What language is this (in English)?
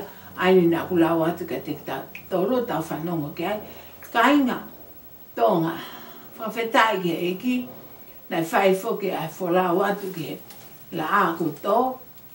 Tongan